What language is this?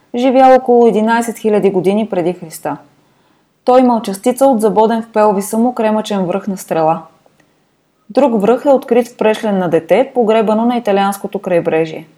Bulgarian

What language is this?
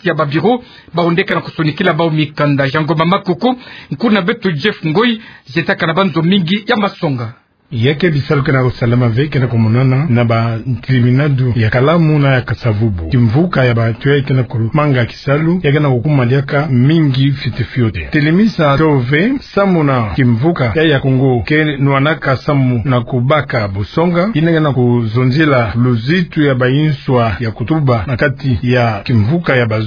Kituba (Democratic Republic of Congo)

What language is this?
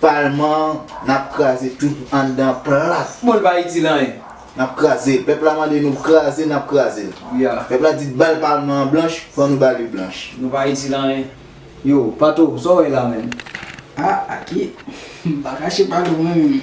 Haitian Creole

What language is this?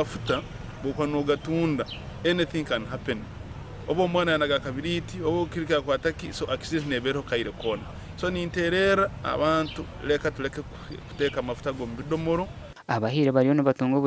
Nyankole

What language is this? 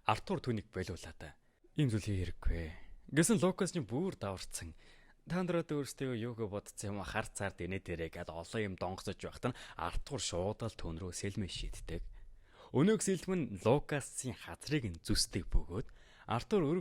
Mongolian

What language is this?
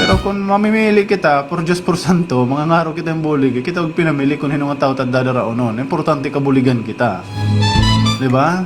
Waray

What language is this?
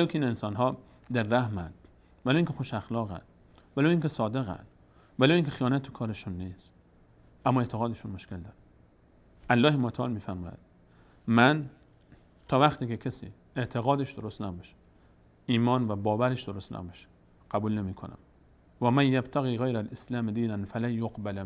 Persian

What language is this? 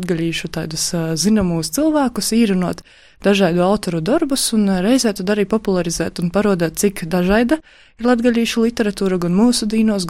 Latvian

